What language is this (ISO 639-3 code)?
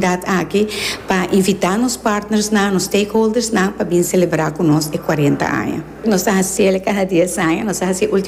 pap